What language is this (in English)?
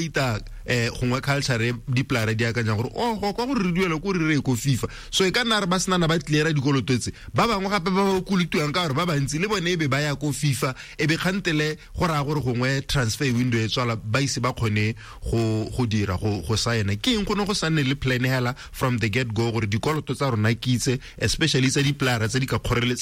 Tswana